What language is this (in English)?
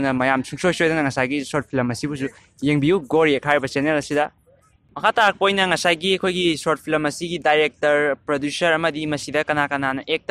Manipuri